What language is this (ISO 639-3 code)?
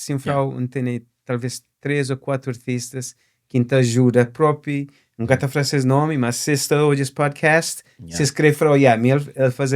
kea